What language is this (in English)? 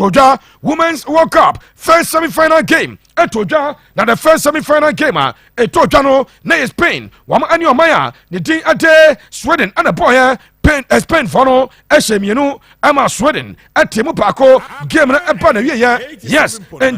Akan